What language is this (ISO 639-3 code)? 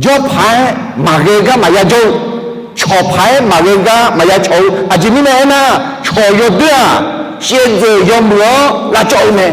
ahk